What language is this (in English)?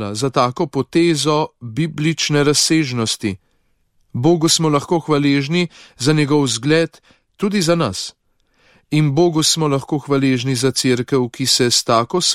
Slovenian